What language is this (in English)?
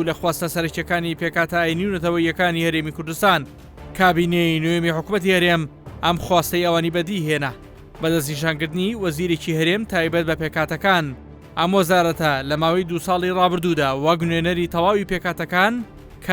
Central Kurdish